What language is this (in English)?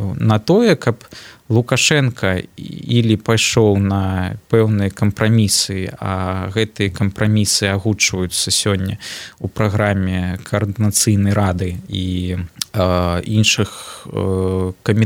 Belarusian